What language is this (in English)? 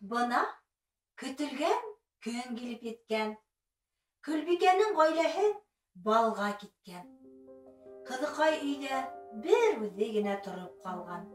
Bashkir